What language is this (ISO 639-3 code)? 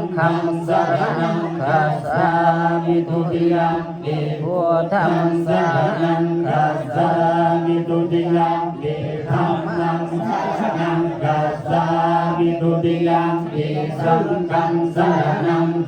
pli